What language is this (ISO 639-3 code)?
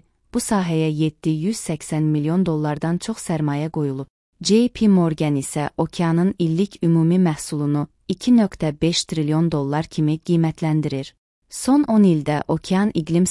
aze